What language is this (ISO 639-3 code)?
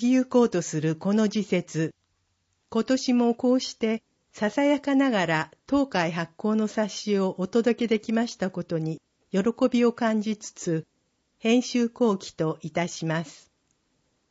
jpn